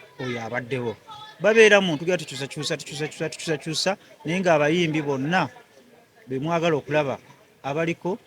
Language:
Ganda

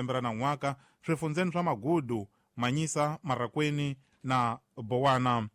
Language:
Tsonga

